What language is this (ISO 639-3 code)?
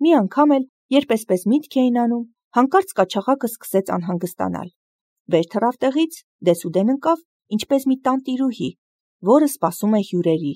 hye